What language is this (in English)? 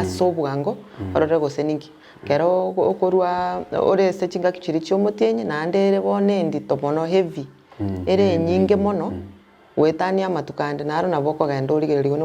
Gusii